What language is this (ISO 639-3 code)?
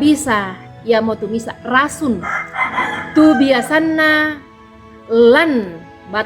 sda